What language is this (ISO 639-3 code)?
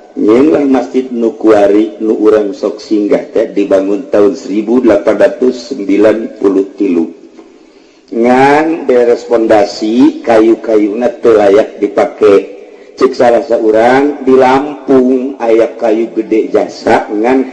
sun